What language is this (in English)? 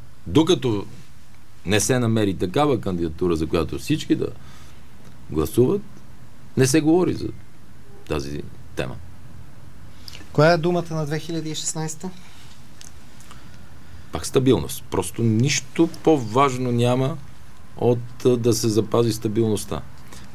Bulgarian